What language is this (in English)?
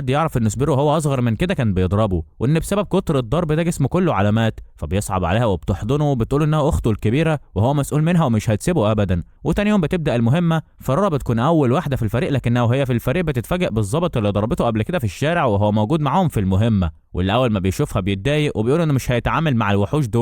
Egyptian Arabic